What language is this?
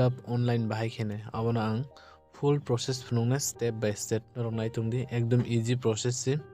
Kok Borok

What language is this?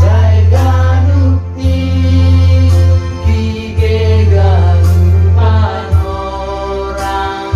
Batak Simalungun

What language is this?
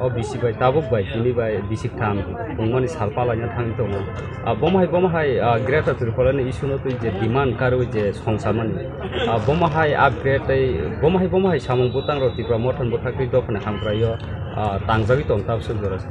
Kok Borok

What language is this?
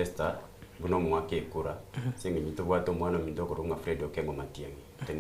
Gusii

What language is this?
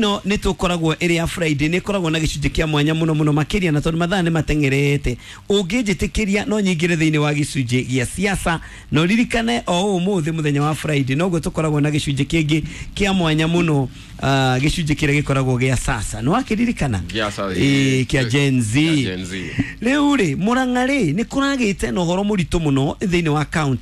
Kikuyu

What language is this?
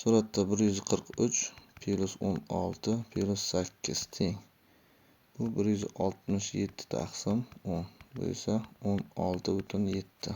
Uzbek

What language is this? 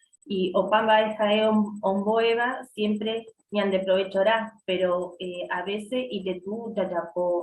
Guarani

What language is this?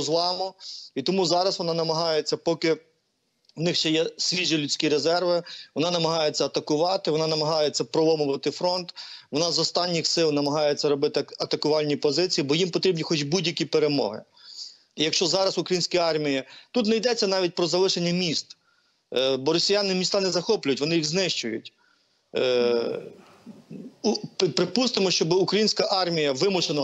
Ukrainian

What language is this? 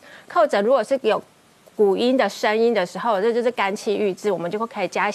Chinese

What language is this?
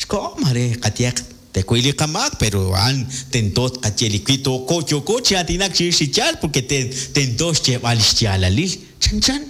Kekchí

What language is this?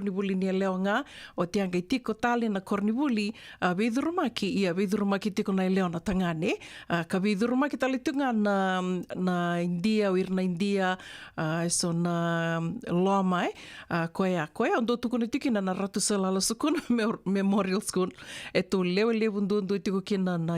Fijian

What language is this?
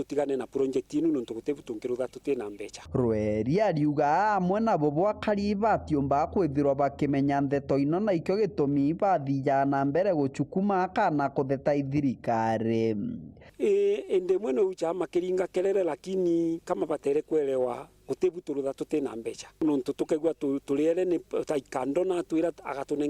Meru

